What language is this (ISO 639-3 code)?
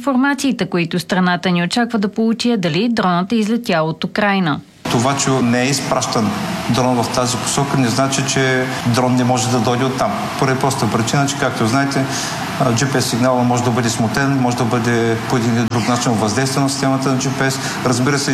bul